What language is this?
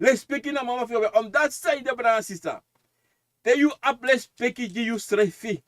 Sranan Tongo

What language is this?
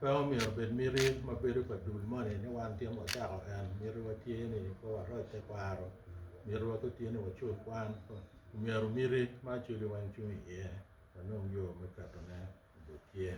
Acoli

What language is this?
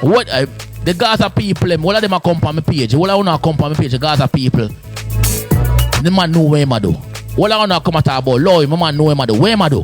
Jamaican Creole English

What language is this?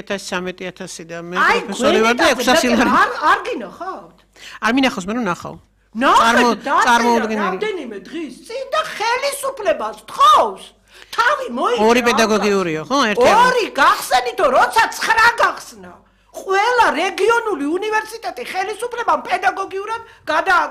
Georgian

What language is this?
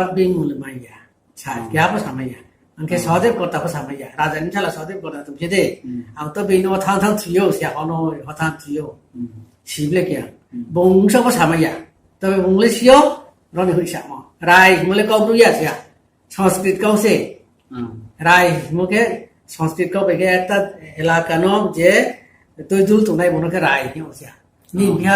Riang (India)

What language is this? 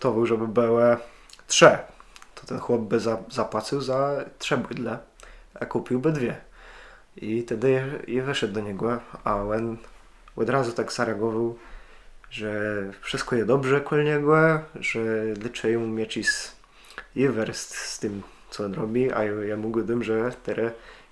Kashubian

